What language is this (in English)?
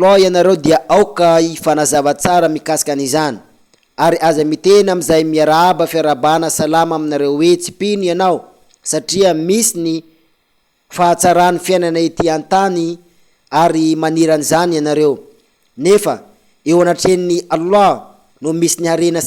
Malagasy